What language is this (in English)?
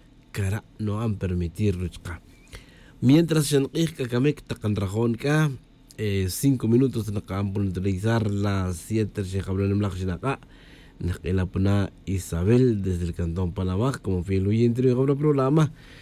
Tz'utujil